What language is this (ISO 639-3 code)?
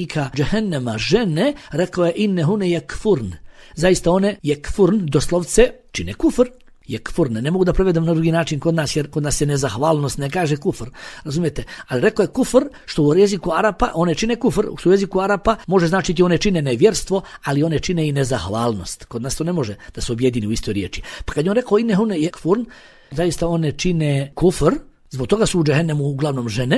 bos